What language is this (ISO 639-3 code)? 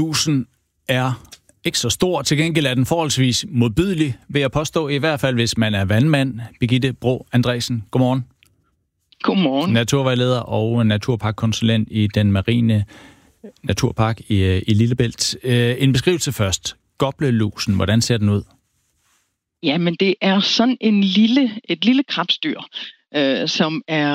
dan